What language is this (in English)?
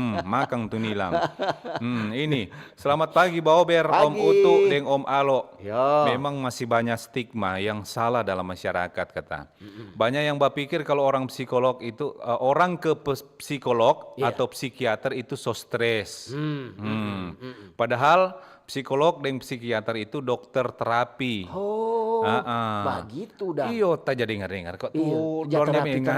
Manado Malay